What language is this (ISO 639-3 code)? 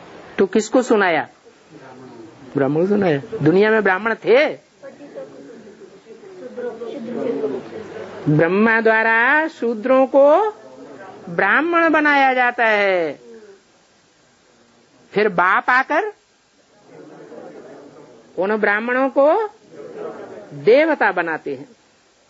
hin